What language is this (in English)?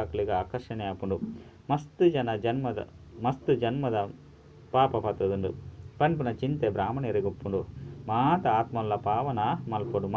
Tulu